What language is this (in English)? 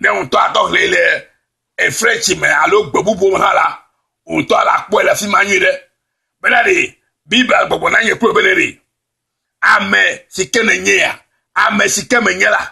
Ewe